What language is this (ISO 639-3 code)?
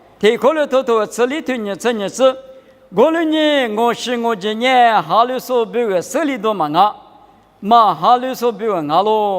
lis